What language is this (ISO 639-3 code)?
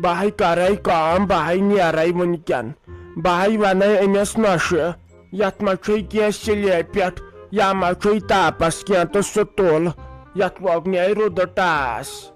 kas